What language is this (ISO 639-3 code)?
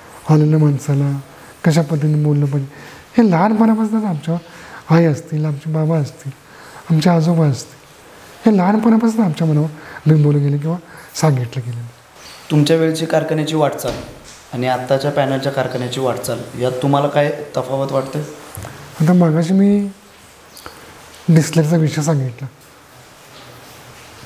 mar